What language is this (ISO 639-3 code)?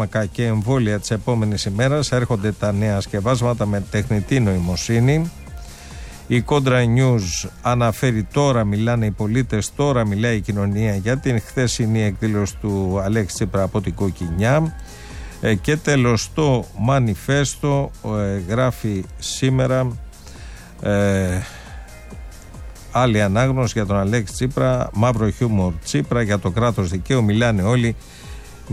ell